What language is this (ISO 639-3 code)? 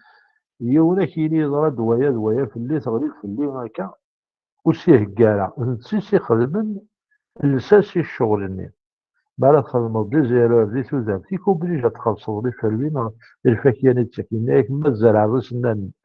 kab